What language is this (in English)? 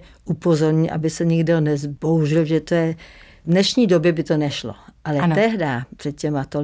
Czech